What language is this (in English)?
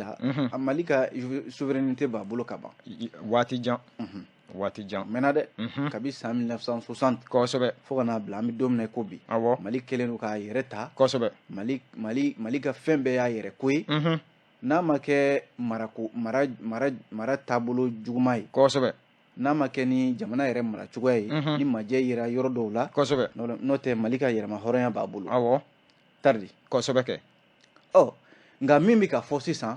Bambara